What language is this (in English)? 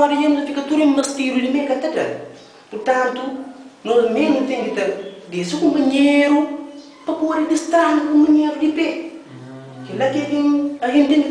Kabuverdianu